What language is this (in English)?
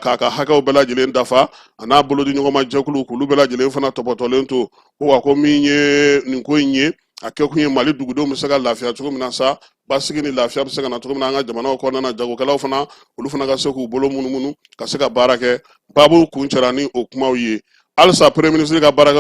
Bambara